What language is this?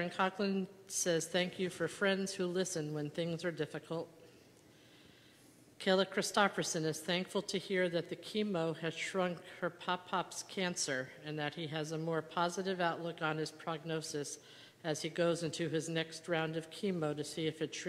English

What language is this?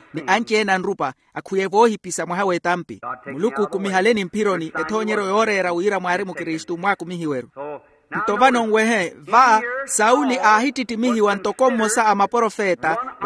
Makhuwa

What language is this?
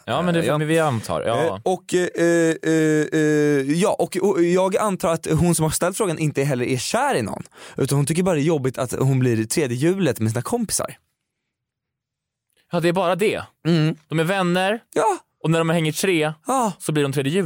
Swedish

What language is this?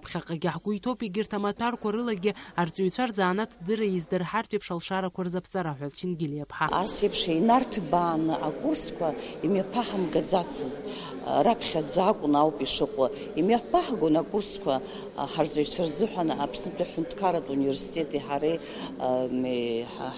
Abkhazian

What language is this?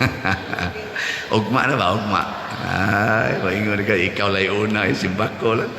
Cebuano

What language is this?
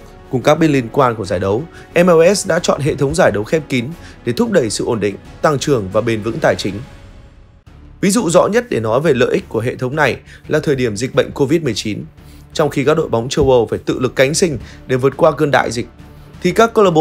Vietnamese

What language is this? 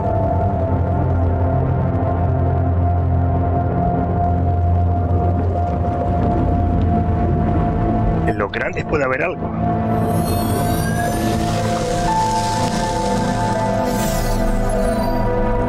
Spanish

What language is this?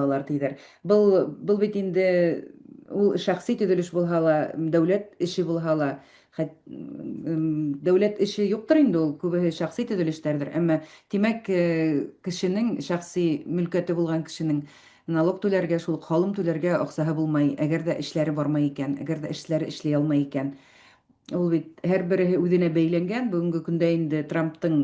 Bashkir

